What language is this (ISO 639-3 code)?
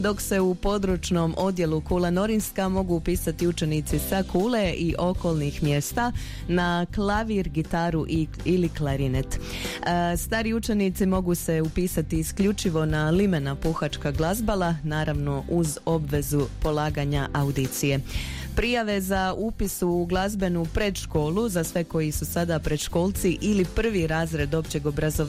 hrv